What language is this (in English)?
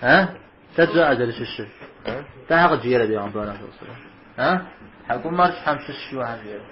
Kabardian